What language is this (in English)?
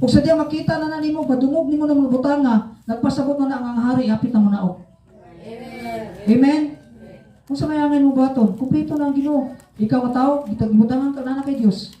Cebuano